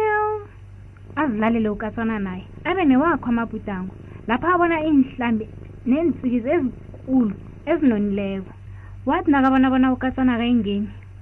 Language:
South Ndebele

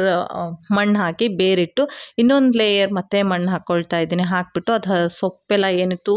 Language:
Kannada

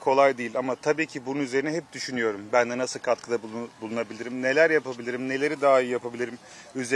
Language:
Turkish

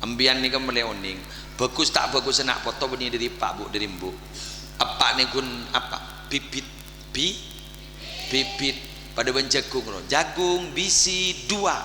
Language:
Madurese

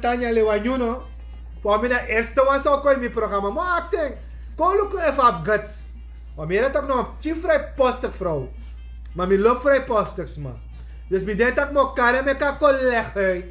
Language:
Sranan Tongo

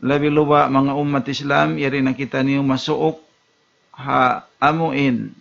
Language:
Tausug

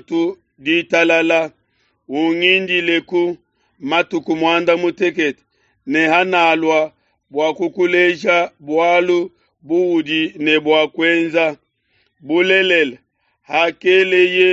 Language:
Luba-Lulua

